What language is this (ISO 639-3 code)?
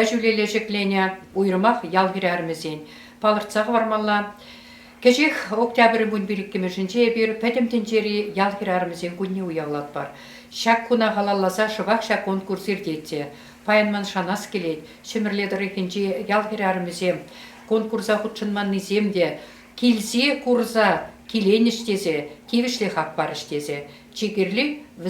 chv